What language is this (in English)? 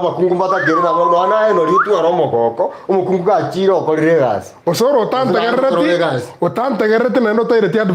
Gusii